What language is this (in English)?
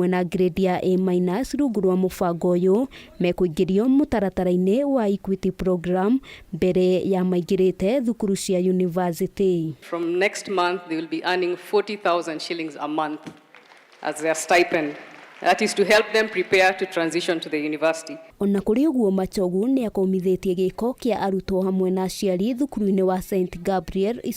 Kikuyu